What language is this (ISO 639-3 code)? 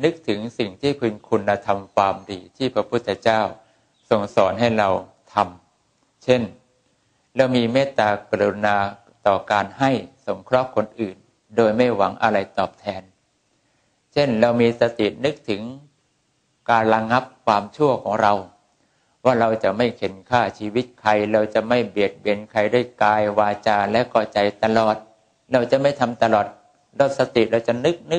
tha